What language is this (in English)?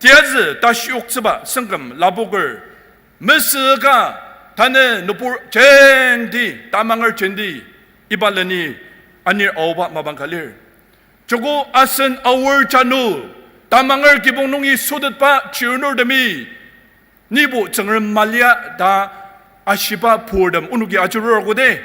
Ao Naga